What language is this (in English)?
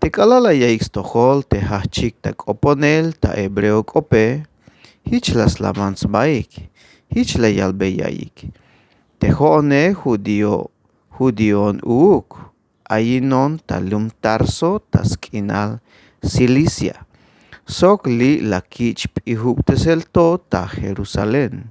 Tzeltal